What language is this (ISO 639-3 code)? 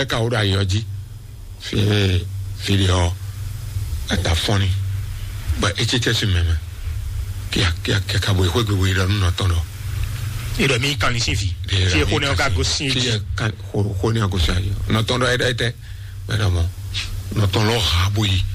fon